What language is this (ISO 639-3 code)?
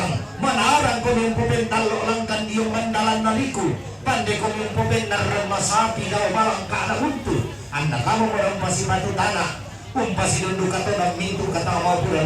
sda